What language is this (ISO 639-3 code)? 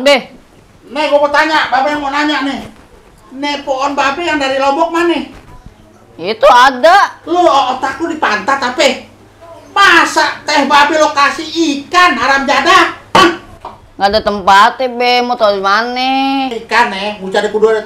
bew